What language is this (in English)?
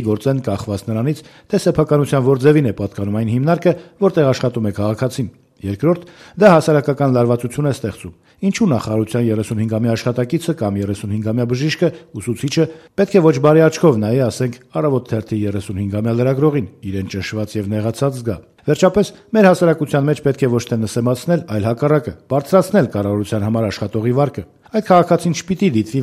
Armenian